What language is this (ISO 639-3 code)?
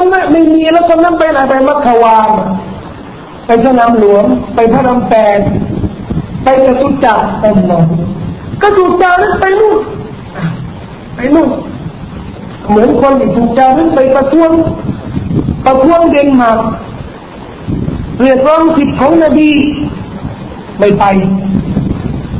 tha